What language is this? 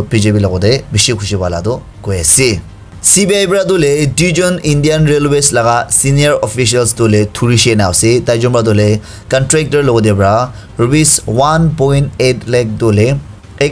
Naga Pidgin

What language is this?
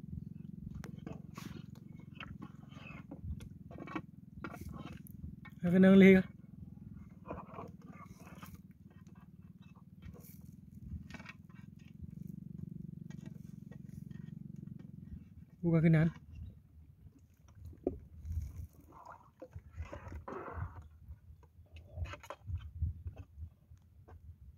Malay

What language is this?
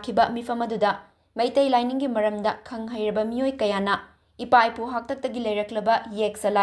Manipuri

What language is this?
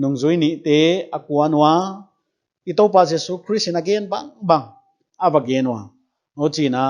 Paite Chin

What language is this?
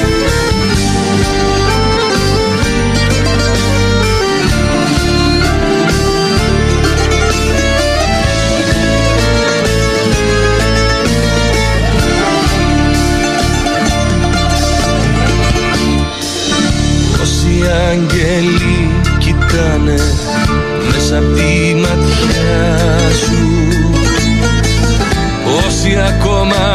Greek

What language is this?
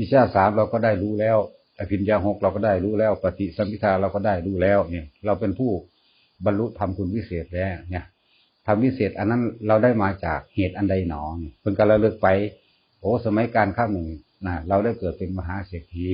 Northeastern Thai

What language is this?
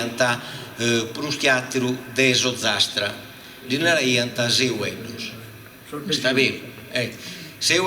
Sardinian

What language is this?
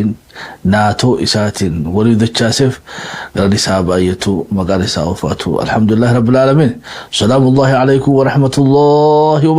Oromo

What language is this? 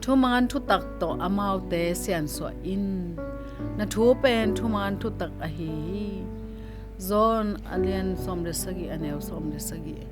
Tedim Chin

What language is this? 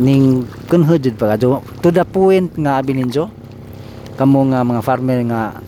Cebuano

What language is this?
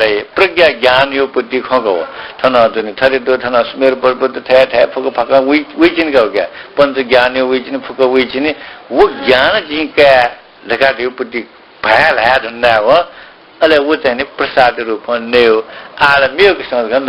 Newari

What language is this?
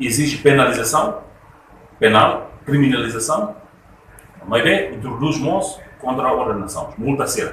Tetum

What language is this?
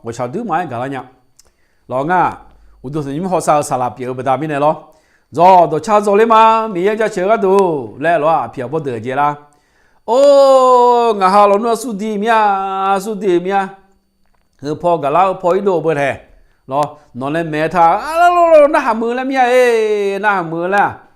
Akha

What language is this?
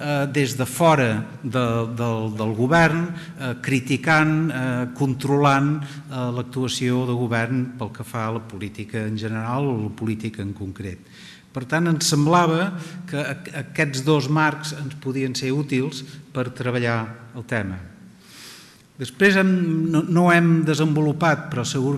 Catalan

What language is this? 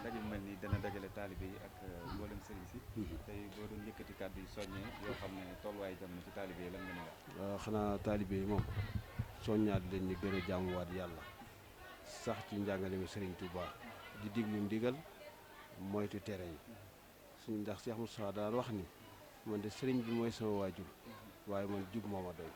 Wolof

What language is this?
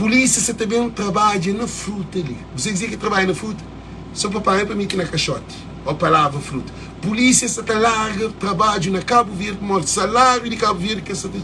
Kabuverdianu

